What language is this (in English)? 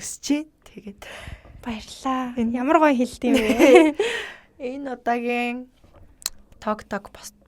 Mongolian